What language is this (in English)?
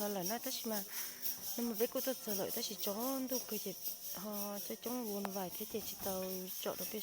Hmong